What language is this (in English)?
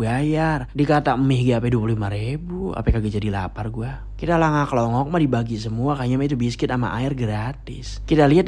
Betawi